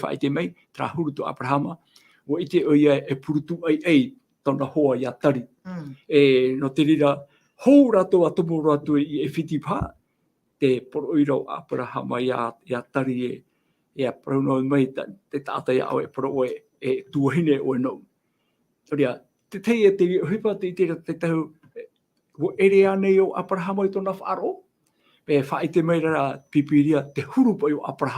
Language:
Tahitian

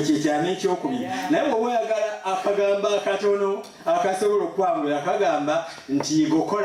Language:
Ganda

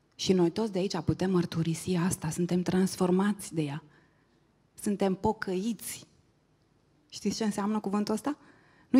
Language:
Romanian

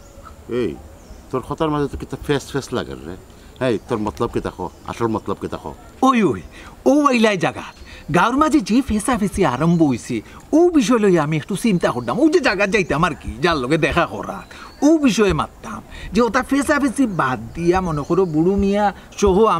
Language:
Sylheti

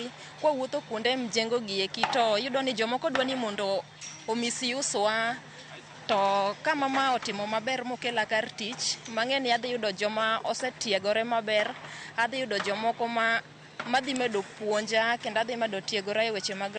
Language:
Luo (Kenya and Tanzania)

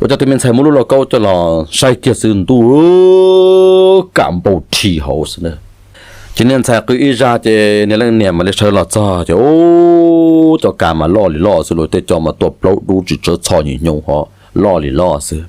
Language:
Hmong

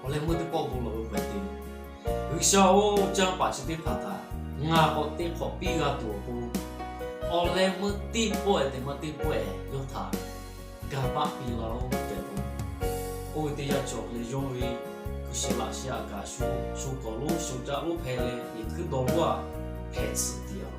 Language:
Lahu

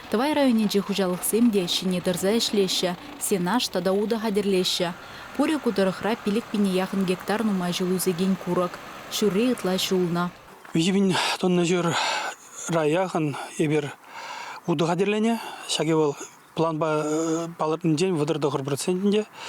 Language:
Chuvash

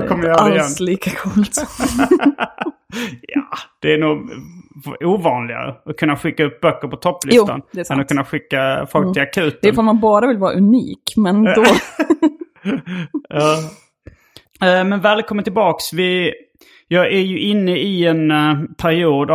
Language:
Swedish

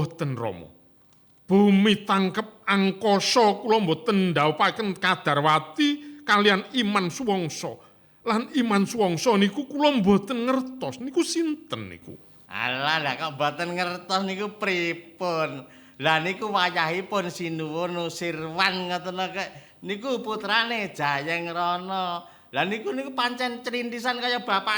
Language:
Javanese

